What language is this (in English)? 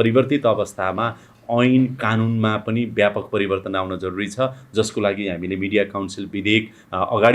Nepali